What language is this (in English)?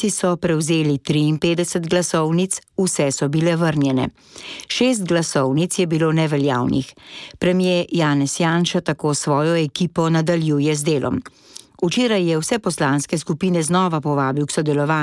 Slovenian